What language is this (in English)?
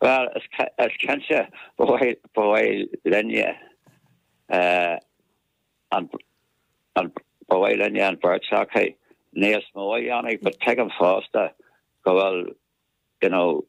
Irish